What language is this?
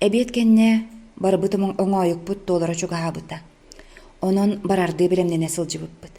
Yakut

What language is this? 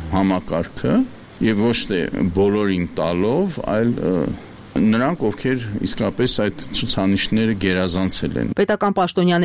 Armenian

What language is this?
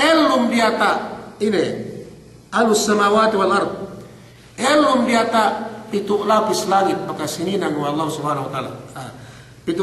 Yakan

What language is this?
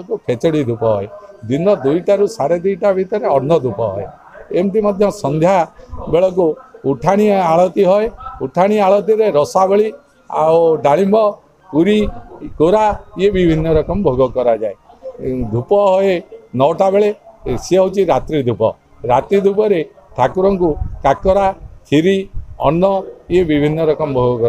Odia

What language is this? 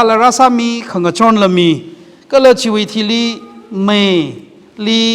Tangkhul Naga (India)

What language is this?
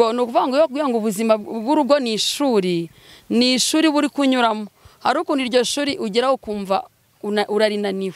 Kinyarwanda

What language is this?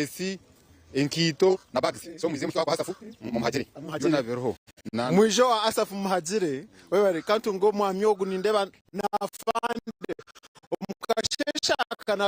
Nyankole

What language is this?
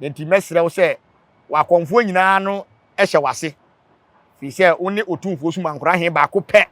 Akan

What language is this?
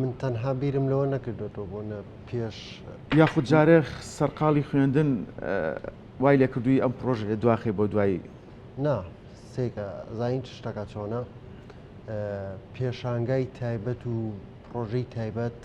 Central Kurdish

